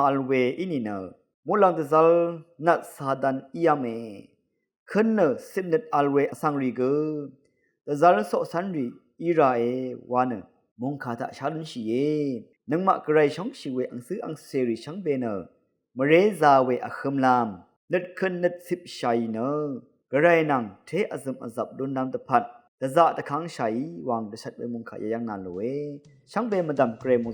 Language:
Rawang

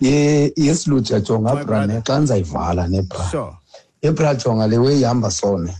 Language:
Xhosa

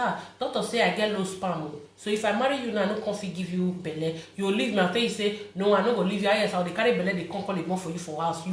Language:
Nigerian Pidgin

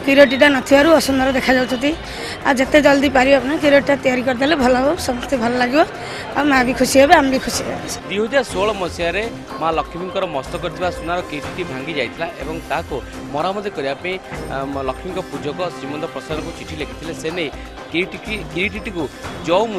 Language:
Odia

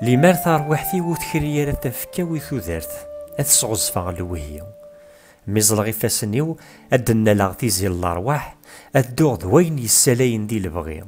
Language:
Kabyle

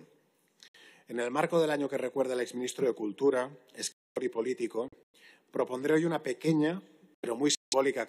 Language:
Spanish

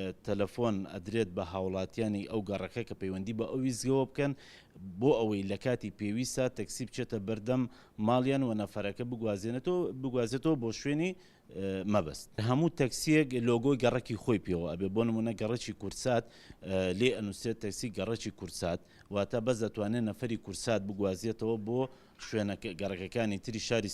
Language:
Central Kurdish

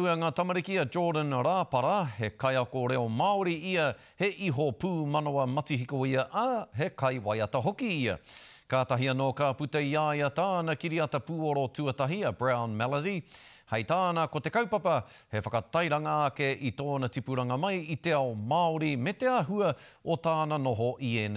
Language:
Māori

